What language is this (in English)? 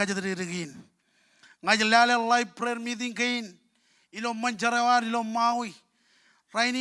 Marshallese